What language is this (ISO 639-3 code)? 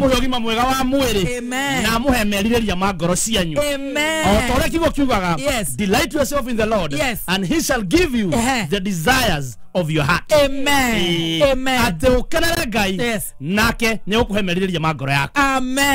kik